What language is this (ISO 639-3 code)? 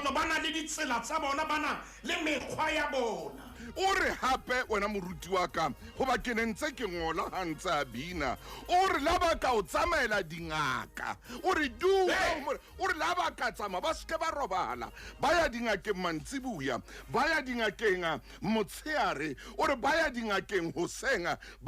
sot